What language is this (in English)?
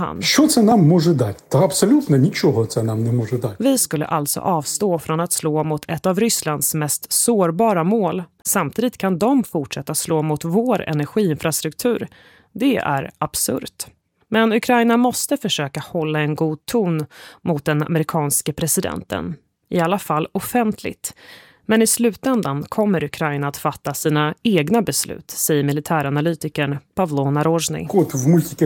Swedish